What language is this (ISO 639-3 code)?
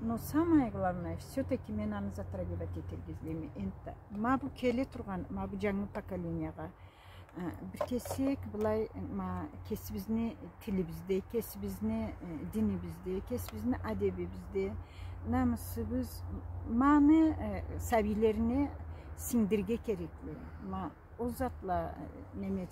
krc